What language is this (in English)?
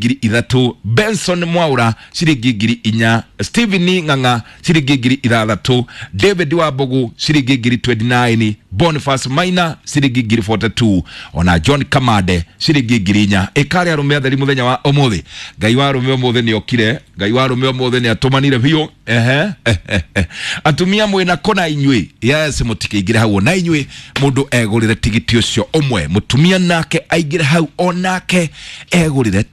Kikuyu